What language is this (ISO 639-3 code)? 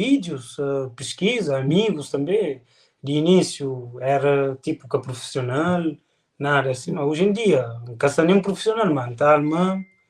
kea